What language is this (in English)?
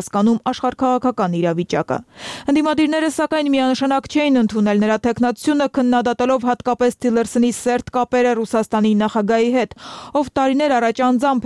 Armenian